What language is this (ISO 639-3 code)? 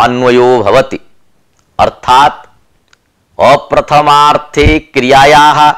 san